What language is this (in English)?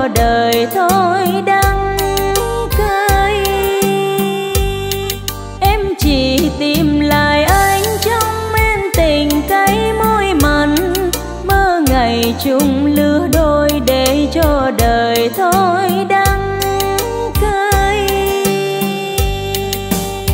Vietnamese